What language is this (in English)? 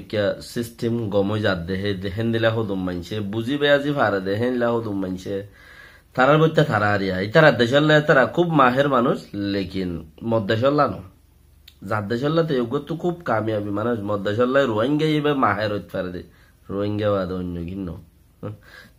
Rohingya